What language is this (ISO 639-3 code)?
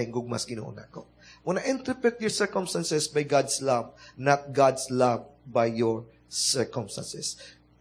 ceb